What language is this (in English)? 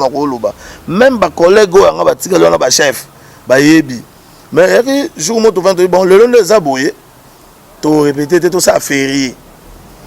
Lingala